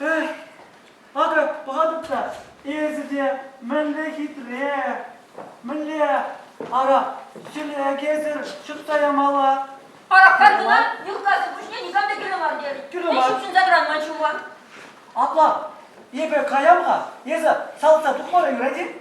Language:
Chuvash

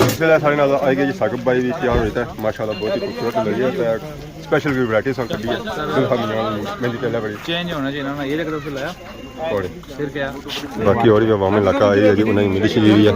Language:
Pahari-Potwari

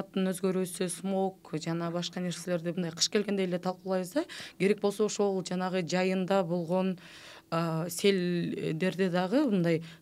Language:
Kyrgyz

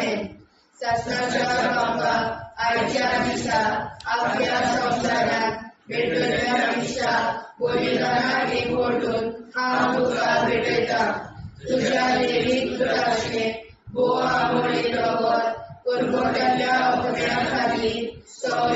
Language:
Konkani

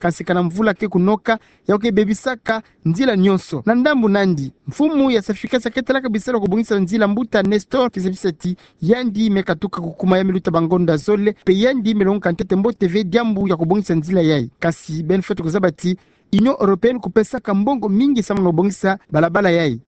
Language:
Kituba (Democratic Republic of Congo)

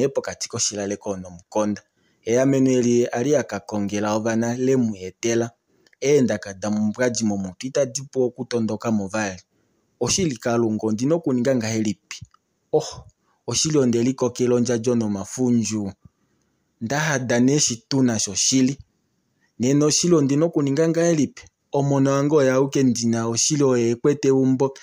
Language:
Kuanyama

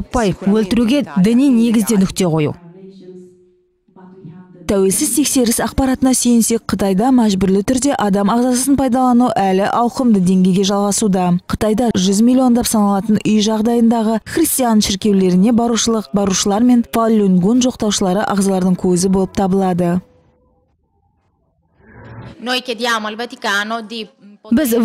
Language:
Kazakh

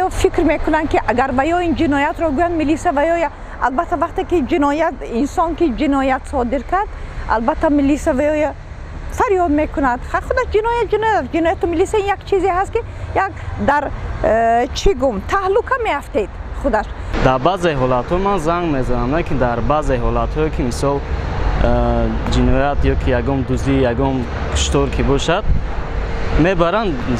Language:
Tajik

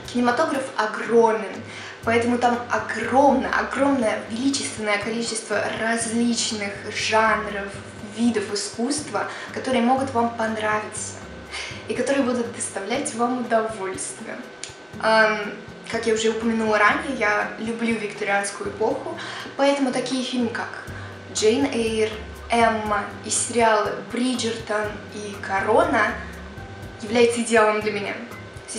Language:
Russian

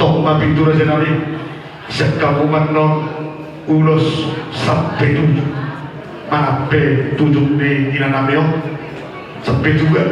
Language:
Batak Toba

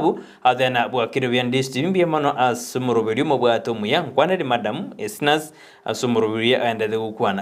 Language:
Gusii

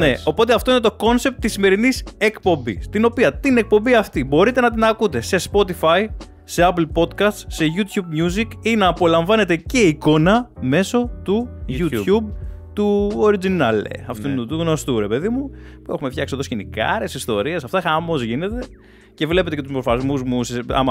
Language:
Greek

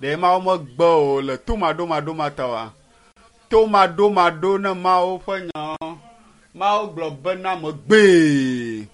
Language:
Ewe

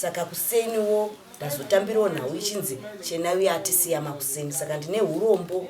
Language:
Shona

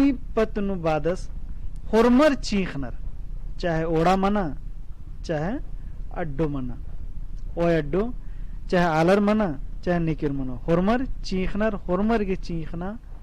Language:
Kurukh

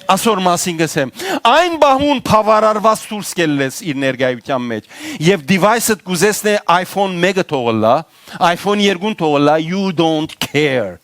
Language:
Western Armenian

